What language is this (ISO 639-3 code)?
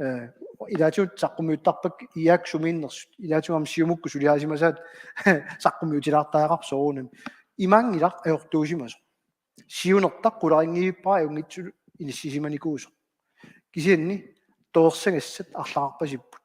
kal